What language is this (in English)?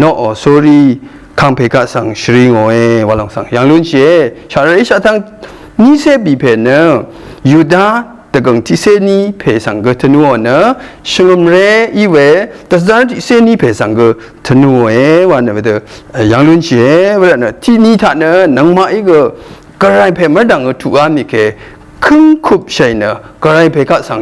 Rawang